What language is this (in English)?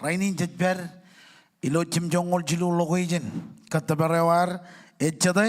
Marshallese